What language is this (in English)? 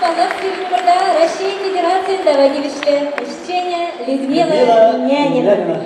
Chuvash